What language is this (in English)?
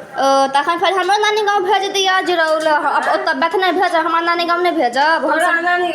Maithili